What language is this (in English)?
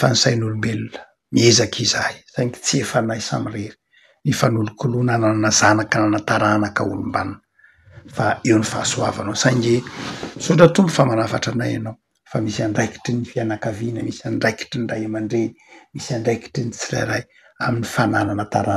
Malagasy